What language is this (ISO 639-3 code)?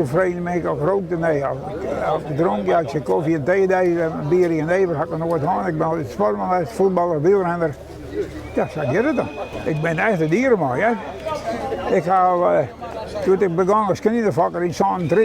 fry